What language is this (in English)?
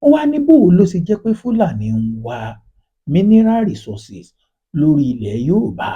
Yoruba